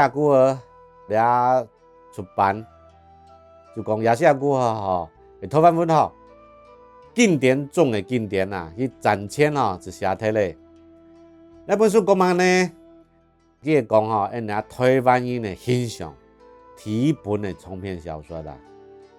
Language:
Hakka Chinese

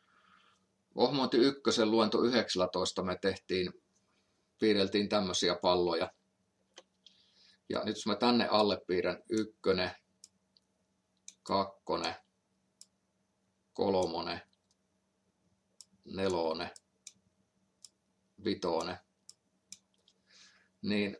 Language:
Finnish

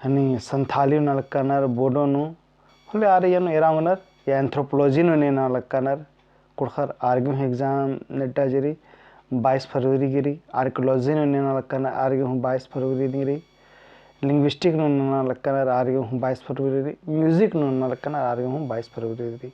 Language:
Kurukh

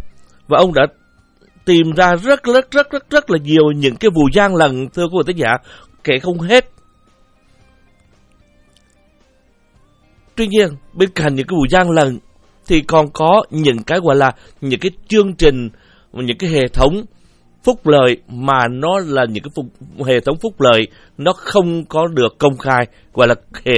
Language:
Vietnamese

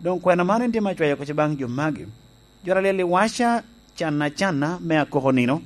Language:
Lango (Uganda)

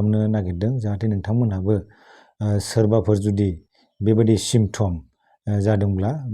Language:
Bodo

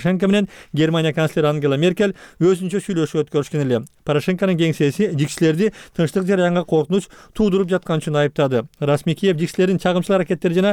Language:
Kyrgyz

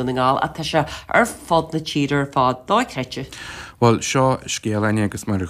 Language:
Irish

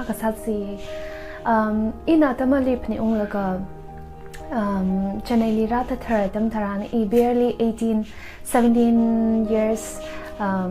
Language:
Tangkhul Naga (India)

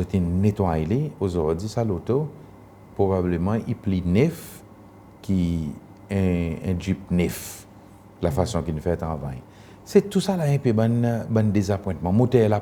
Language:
Seselwa Creole French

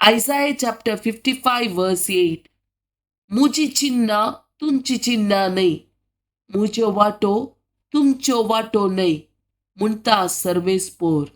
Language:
Konkani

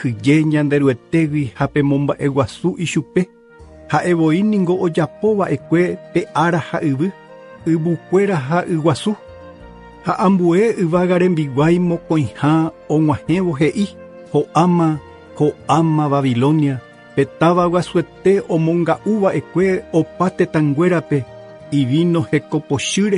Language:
Guarani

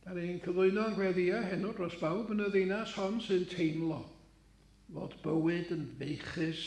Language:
Welsh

